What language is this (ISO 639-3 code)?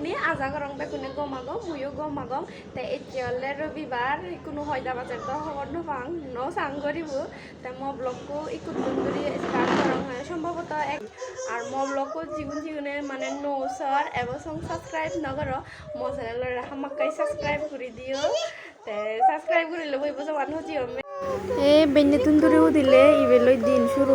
ccp